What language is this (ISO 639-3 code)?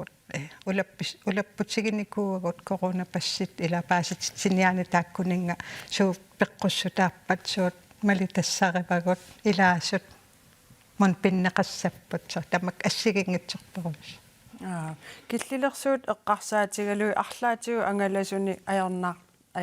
kal